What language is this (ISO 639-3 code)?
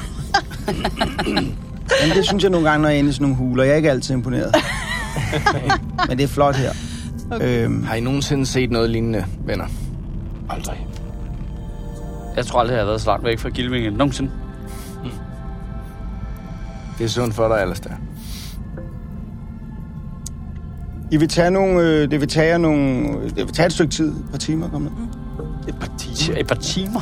dan